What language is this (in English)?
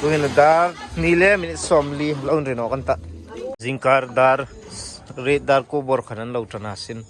Hmar